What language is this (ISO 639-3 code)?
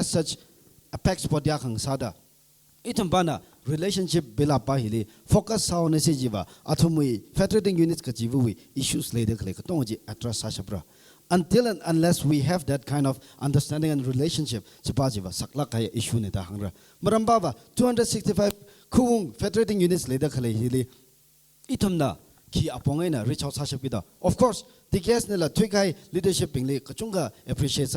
nmf